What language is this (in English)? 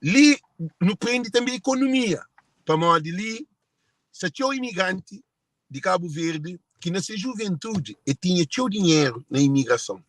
Kabuverdianu